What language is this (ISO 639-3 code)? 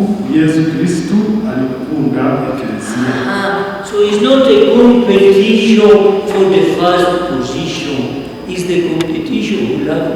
nyn